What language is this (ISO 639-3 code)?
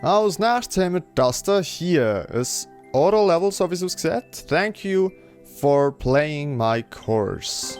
gsw